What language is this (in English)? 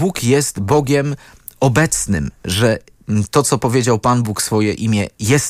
Polish